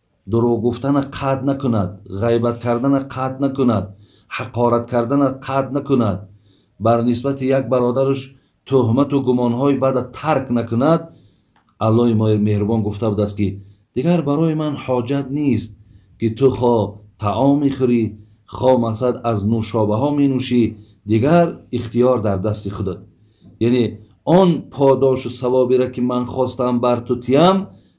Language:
Tajik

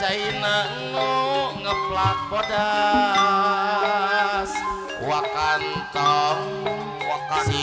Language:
Sundanese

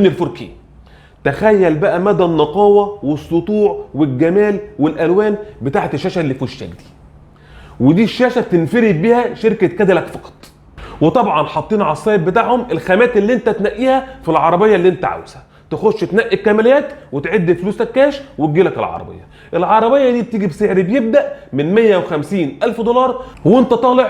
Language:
Egyptian Arabic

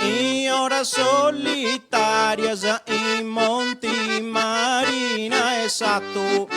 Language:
Sardinian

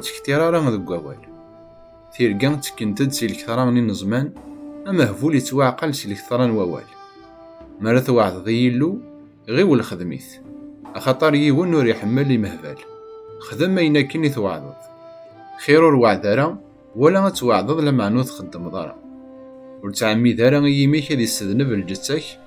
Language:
Kabyle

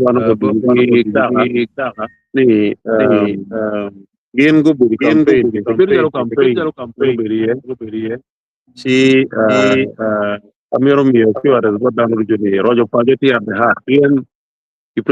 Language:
Acoli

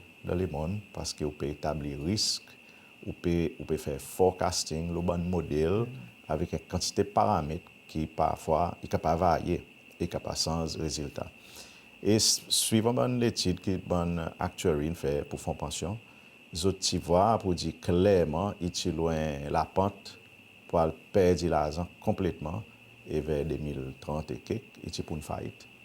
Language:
Seselwa Creole French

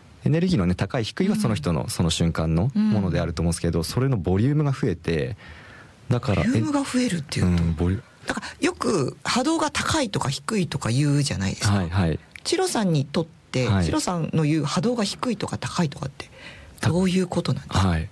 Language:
Japanese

